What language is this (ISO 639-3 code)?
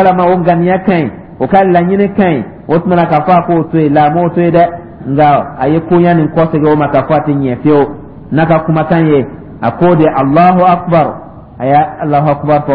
dyu